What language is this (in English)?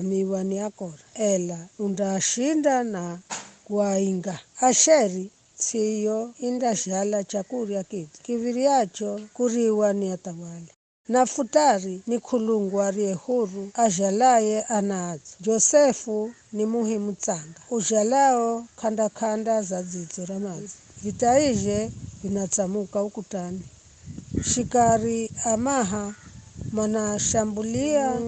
Giryama